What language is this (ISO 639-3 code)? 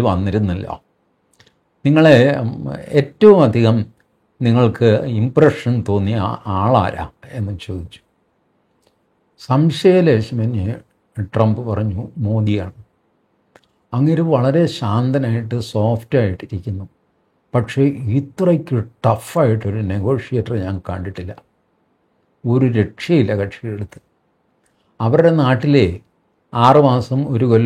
mal